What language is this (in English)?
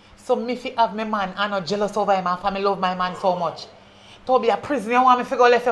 Jamaican Creole English